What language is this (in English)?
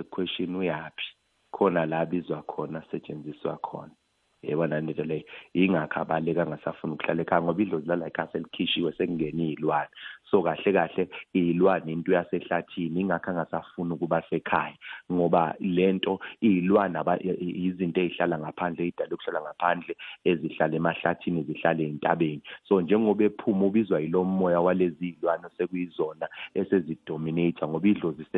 Zulu